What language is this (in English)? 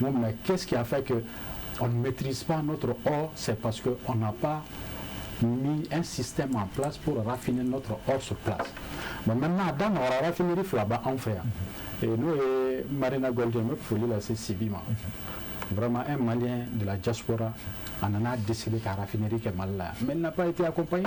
Bambara